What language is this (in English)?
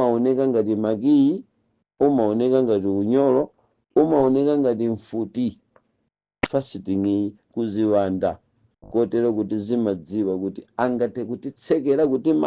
Nyanja